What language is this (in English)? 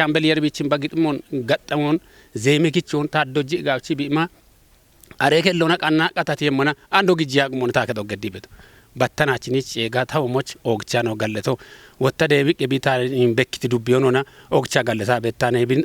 Kafa